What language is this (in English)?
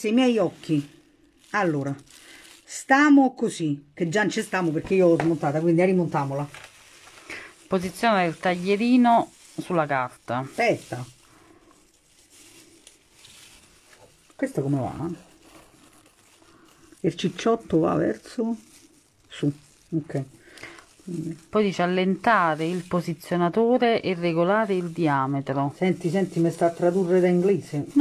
Italian